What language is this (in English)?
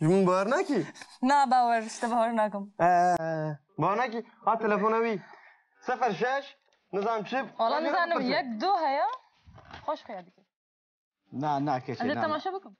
Kurdish